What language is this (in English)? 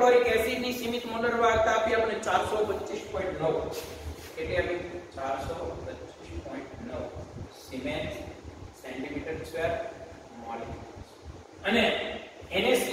Gujarati